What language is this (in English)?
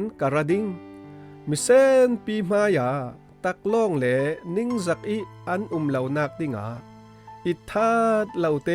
Falam Chin